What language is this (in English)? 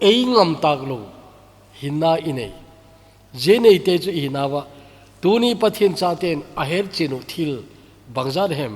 Thado Chin